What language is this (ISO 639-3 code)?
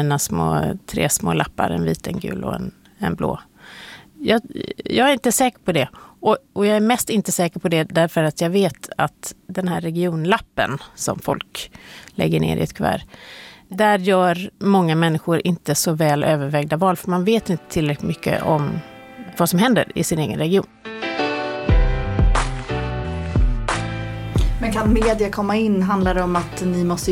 swe